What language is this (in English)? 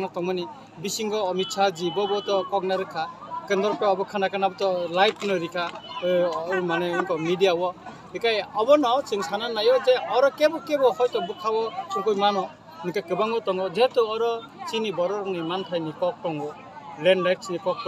Kok Borok